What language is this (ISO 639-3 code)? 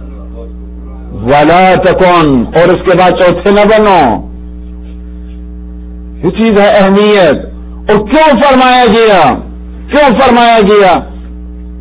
urd